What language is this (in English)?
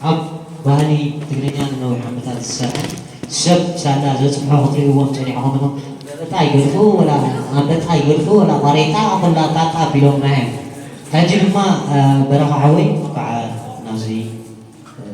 Tigrinya